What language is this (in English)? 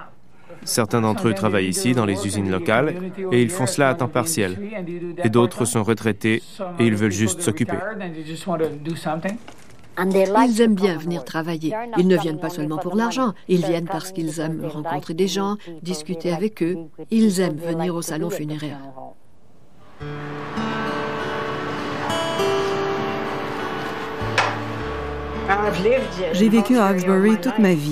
French